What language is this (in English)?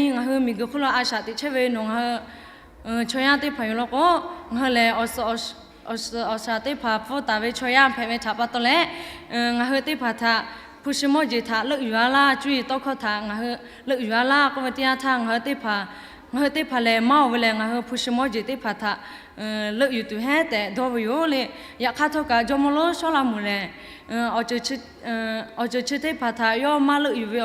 Lahu